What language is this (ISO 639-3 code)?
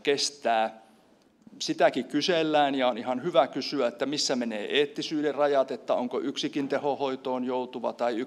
fin